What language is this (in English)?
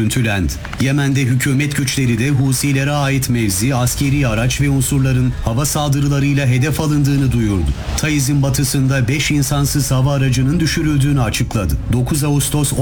Turkish